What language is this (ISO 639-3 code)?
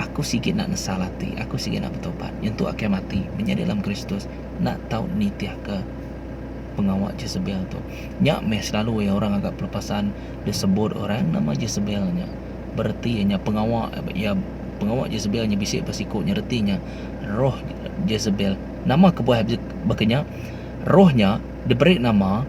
iba